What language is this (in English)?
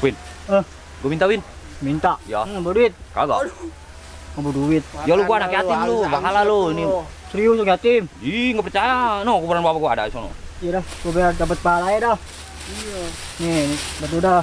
Betawi